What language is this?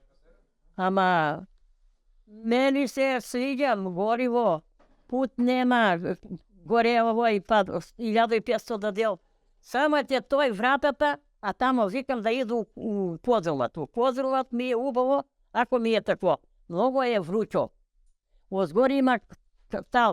Macedonian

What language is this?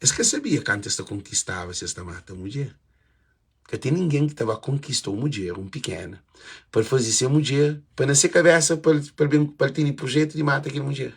Kabuverdianu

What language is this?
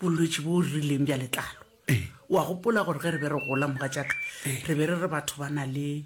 Northern Sotho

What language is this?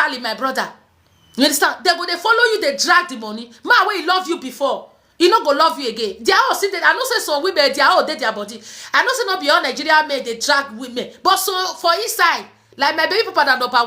Nigerian Pidgin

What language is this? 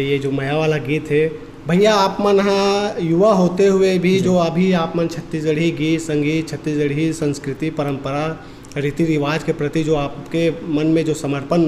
Chhattisgarhi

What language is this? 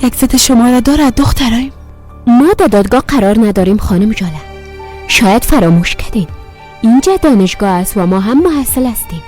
Persian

